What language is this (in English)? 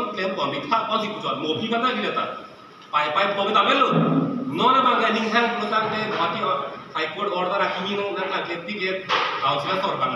Karbi